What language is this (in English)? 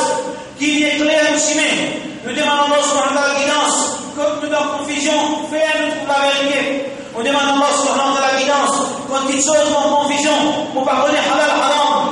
Morisyen